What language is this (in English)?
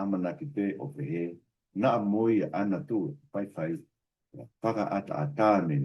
Tongan